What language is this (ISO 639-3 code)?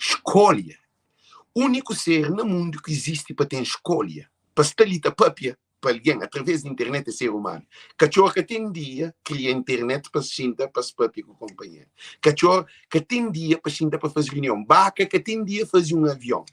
kea